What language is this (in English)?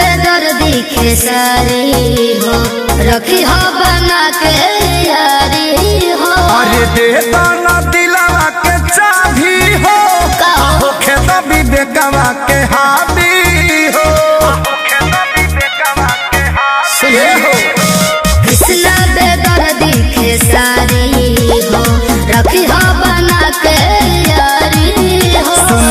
Bhojpuri